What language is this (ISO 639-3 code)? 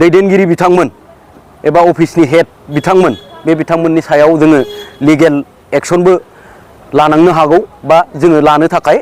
brx